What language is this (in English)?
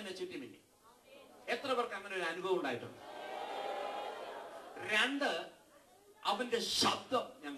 Malayalam